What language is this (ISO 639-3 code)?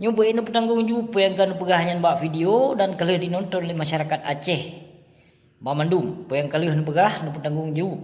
ace